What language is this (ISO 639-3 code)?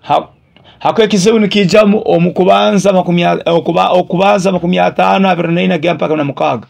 nyo